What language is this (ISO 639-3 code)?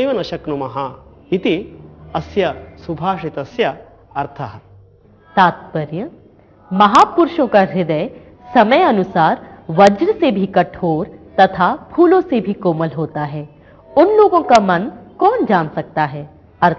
san